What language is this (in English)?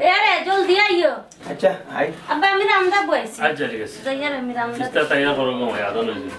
Sylheti